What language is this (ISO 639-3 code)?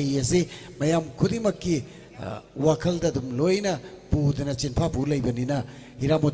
mni